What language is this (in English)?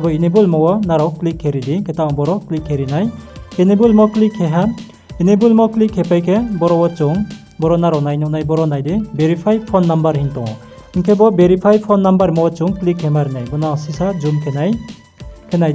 Riang (India)